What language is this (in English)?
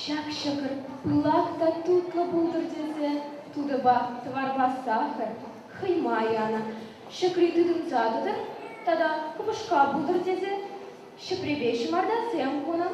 Chuvash